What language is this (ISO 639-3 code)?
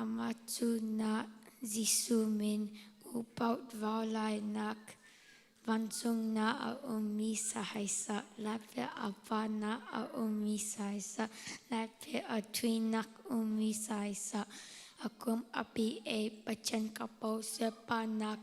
cnh